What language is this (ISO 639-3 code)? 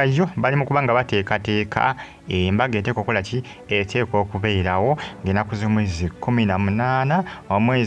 lug